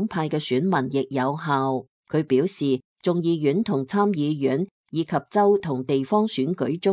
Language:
Cantonese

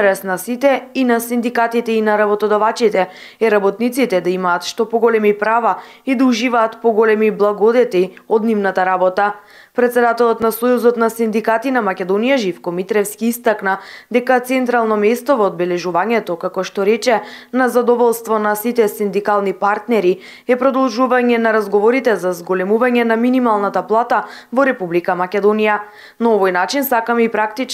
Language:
Macedonian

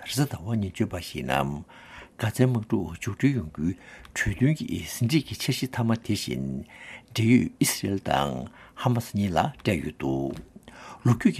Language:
Tibetan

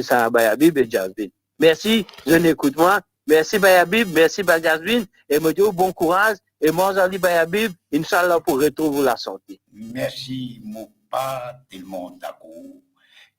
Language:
Morisyen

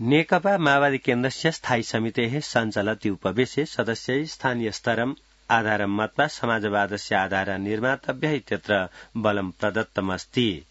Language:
Sanskrit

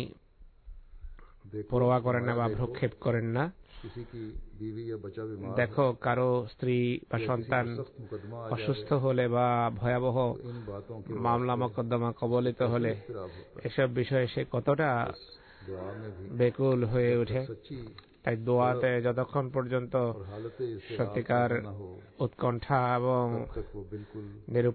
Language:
Bangla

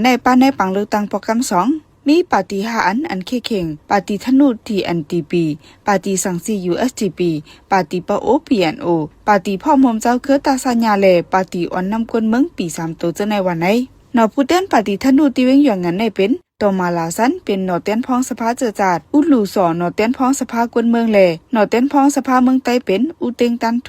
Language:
Shan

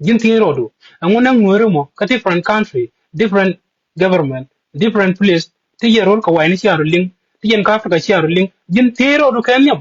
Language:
Nuer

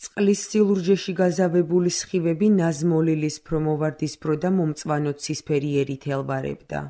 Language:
Georgian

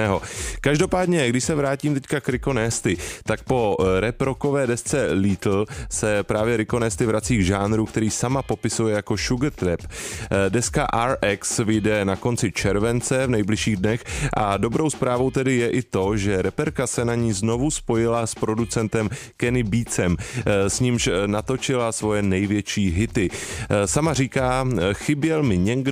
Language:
Czech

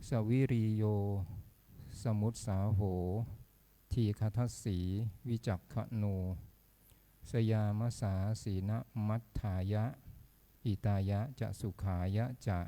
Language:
Pali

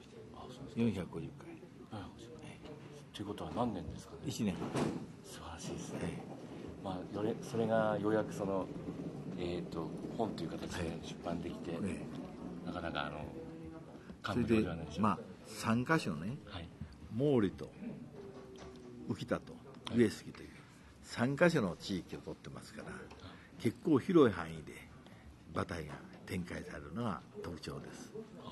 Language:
Japanese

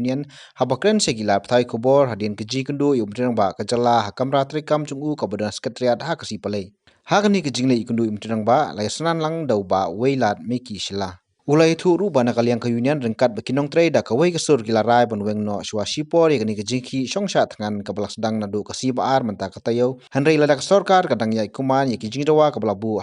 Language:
Khasi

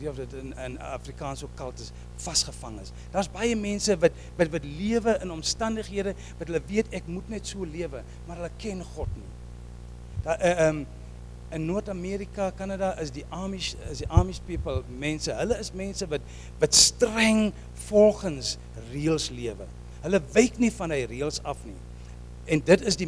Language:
Afrikaans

